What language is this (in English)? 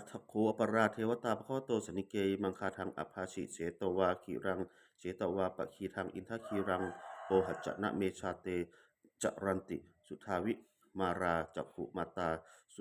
Pali